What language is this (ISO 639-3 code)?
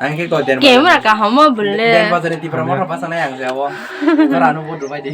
trp